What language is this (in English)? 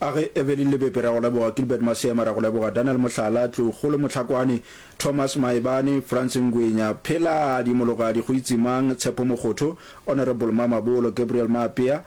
Northern Sotho